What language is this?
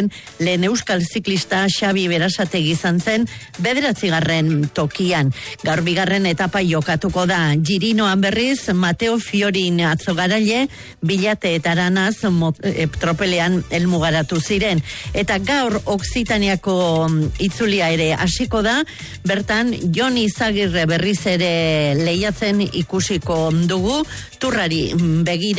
Basque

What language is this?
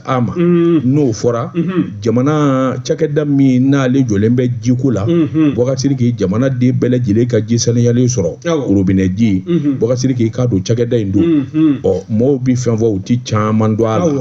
Bambara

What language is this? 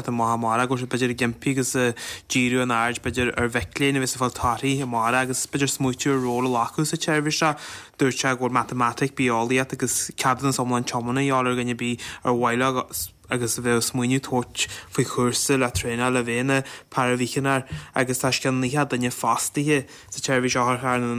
Irish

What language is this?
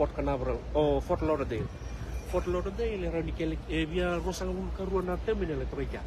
Fijian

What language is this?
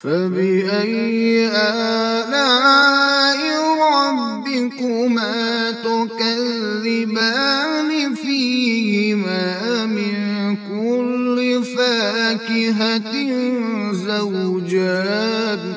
Kashmiri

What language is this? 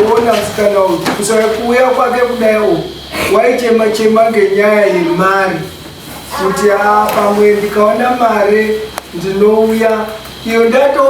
Shona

